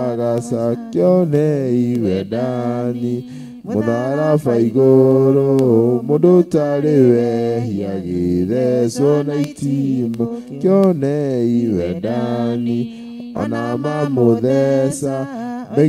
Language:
Kikuyu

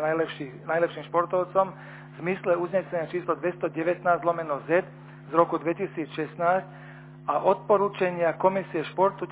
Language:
Slovak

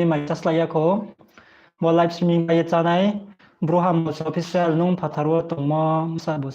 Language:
Riang (India)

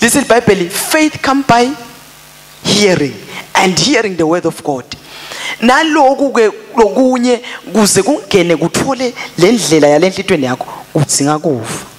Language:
Swati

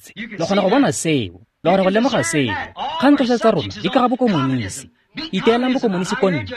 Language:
Tswana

